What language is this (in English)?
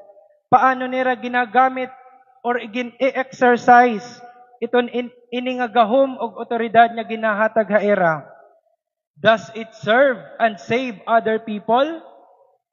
Waray